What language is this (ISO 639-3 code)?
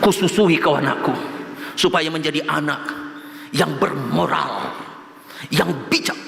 bbc